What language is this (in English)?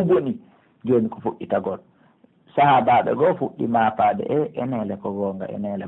Pular